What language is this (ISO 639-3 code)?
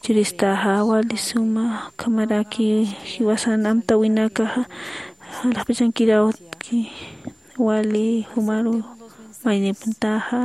aym